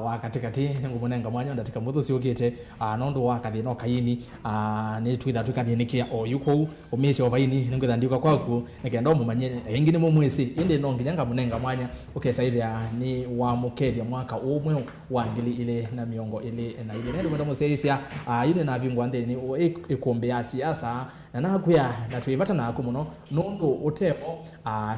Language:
Kamba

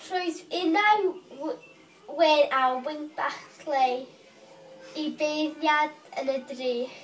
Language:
Welsh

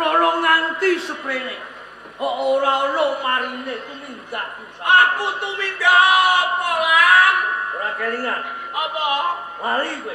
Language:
Javanese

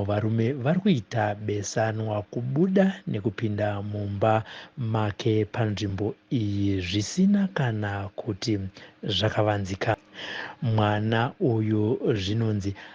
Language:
Shona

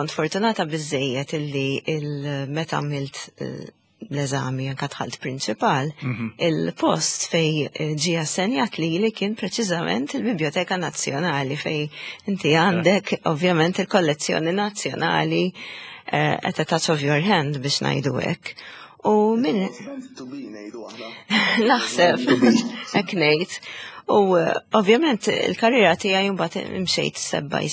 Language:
Maltese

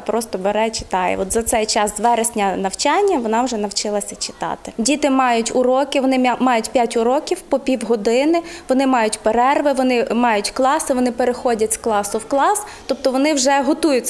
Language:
Ukrainian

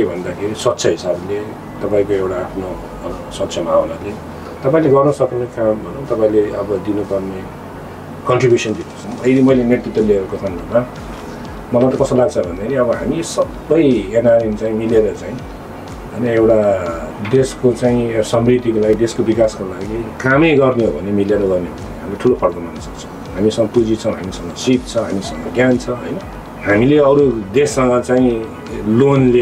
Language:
Nepali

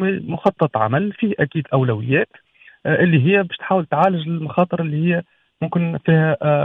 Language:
Tunisian Arabic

